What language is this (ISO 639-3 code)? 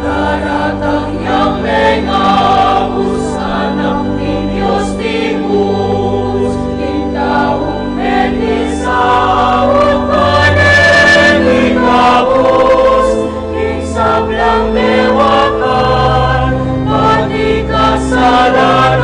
pam